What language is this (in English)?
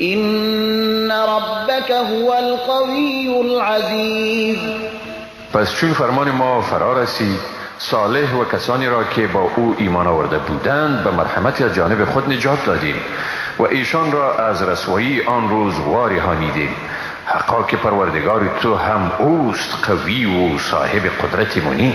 Persian